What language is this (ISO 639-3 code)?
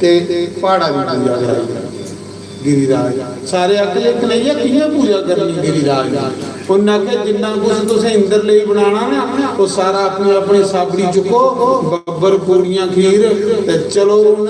doi